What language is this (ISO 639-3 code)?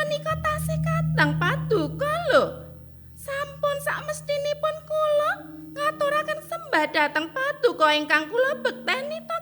jav